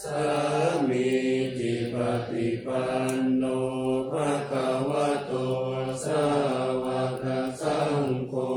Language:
Pali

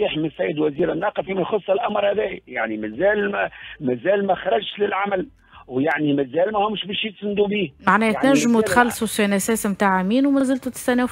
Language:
Tunisian Arabic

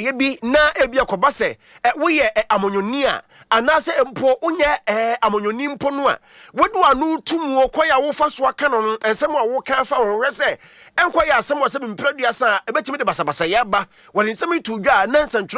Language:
Akan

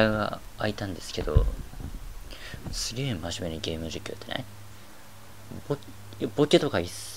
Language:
Japanese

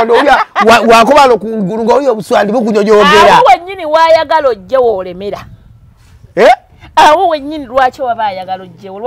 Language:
Ganda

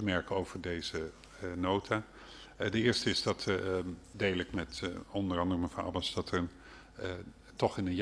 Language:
Dutch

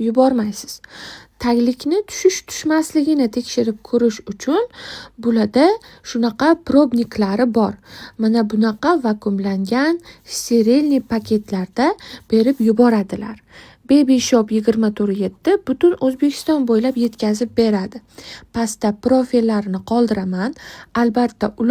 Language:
Uzbek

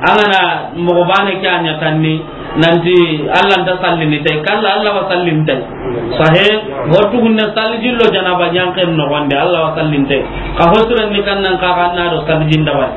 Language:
Soninke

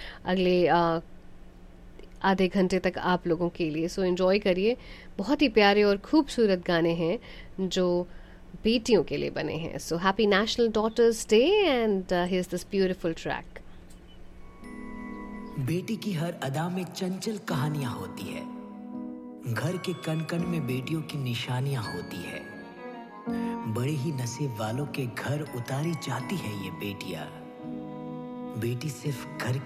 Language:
Hindi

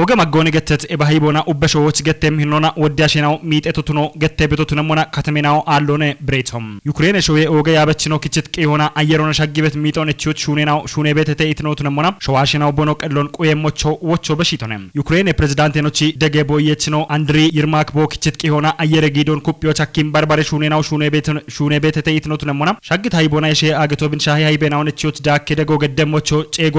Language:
Kafa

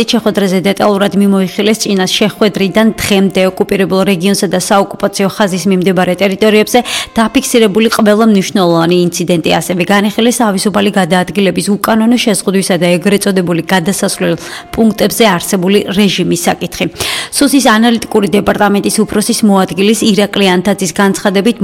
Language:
Georgian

